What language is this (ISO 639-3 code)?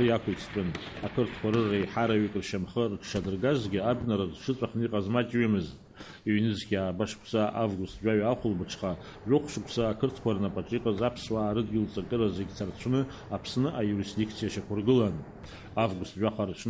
abk